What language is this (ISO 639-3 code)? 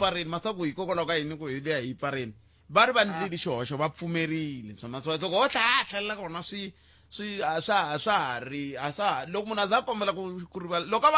tso